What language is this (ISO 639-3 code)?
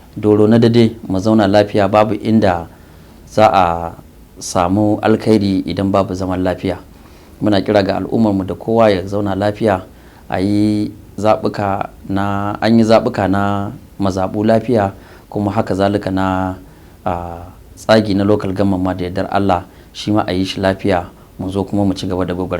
hau